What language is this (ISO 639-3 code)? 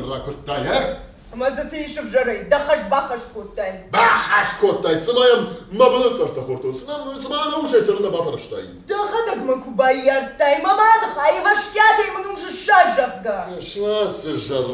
oss